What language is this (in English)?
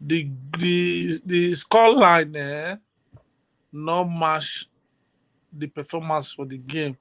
Nigerian Pidgin